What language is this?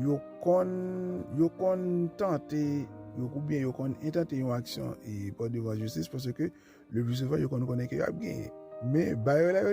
Haitian Creole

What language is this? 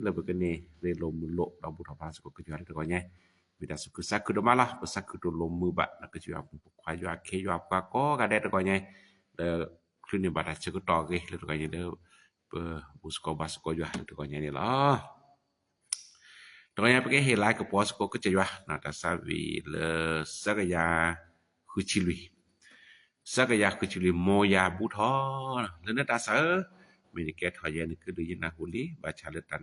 S'gaw Karen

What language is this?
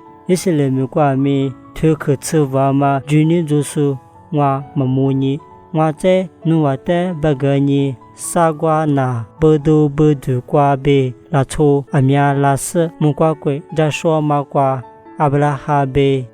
Lisu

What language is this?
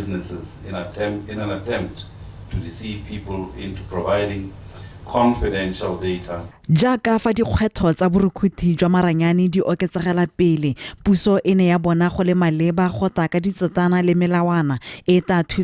Tswana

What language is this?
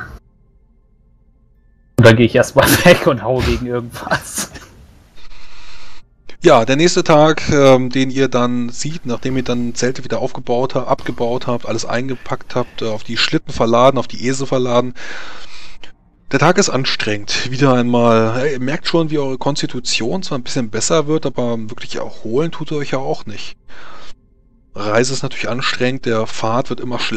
German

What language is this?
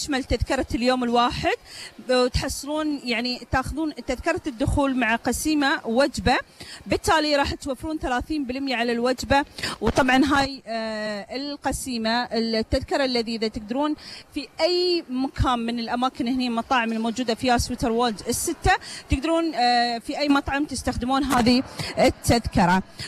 Gulf Arabic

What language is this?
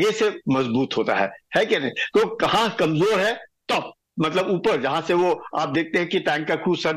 Hindi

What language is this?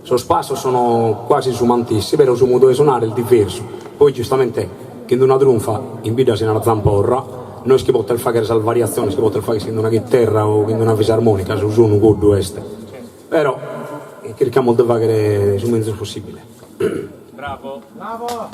Sardinian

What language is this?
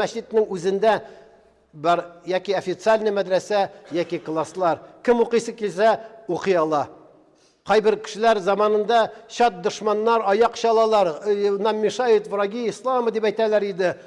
Tatar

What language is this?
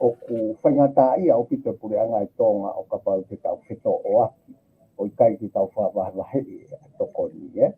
Tongan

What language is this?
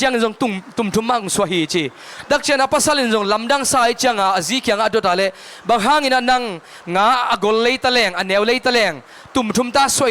Tedim Chin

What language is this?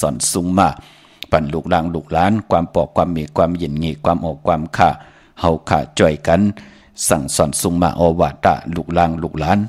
Shan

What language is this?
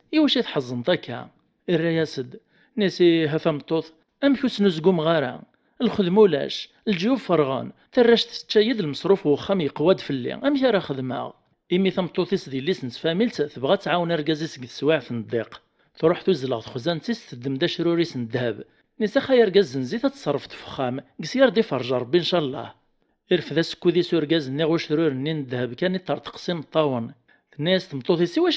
Kabyle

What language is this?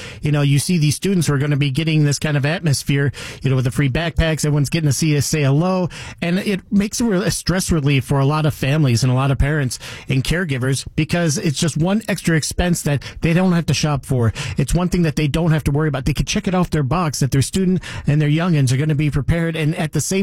English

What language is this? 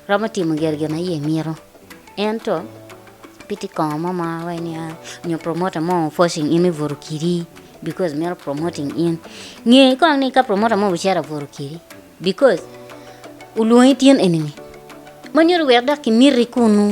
Acoli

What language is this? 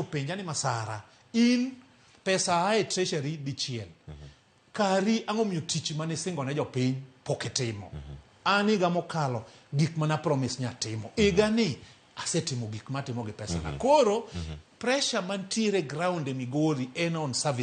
Luo (Kenya and Tanzania)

